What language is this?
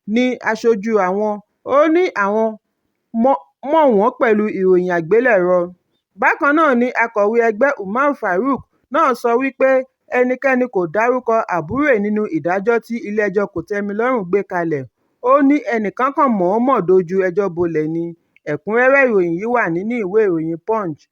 Yoruba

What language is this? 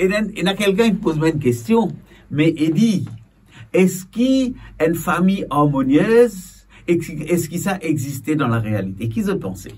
Morisyen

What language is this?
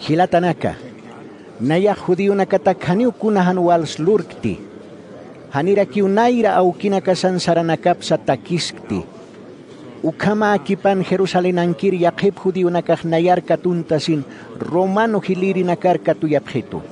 Aymara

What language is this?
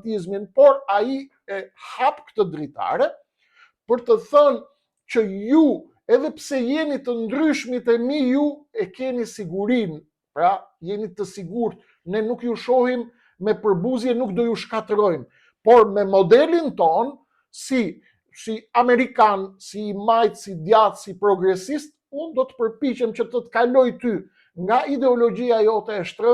Albanian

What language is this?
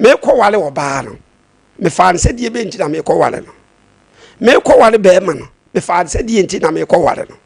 Akan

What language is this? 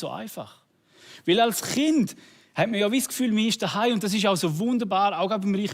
Swiss German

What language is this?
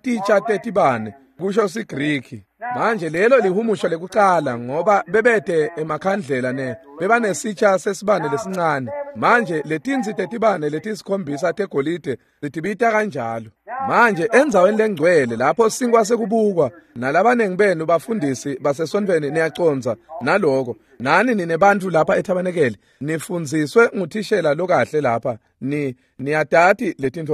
Swati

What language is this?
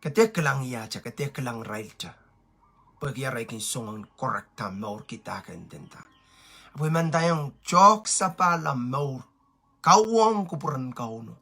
Pohnpeian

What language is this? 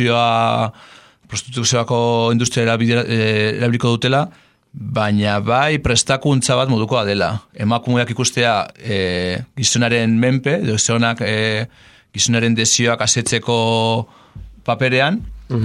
Basque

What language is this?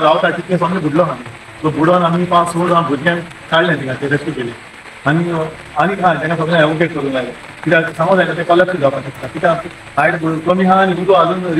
Konkani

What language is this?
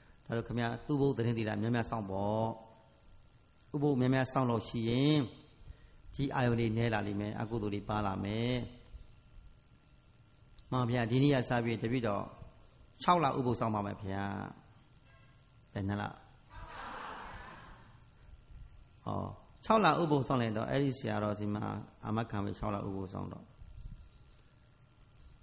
Burmese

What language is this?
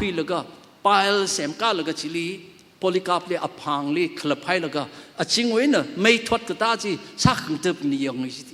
Tangkhul Naga (India)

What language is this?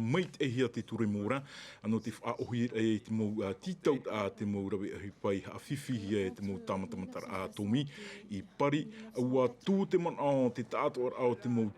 Tahitian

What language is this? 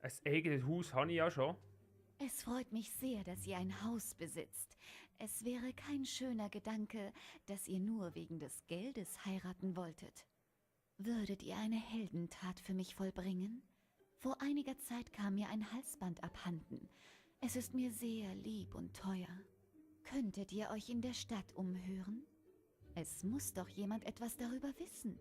Swiss German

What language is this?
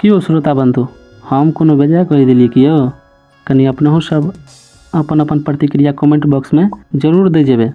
Maithili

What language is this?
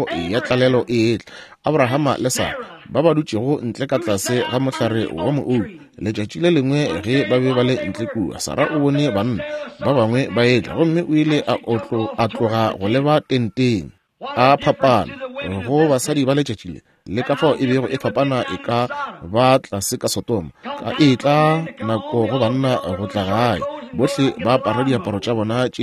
Northern Sotho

